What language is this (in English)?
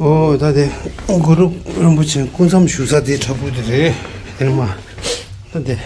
Tibetan